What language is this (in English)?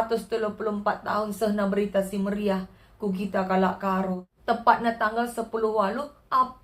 Batak Karo